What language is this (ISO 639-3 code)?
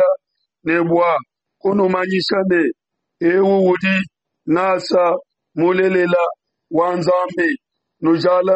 lua